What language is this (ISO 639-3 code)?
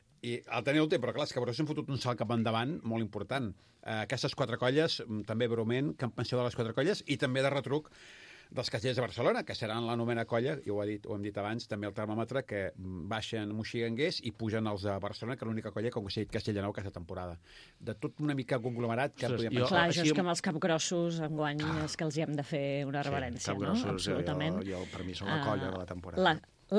cat